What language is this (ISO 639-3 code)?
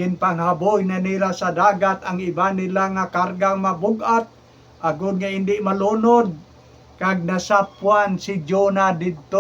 hil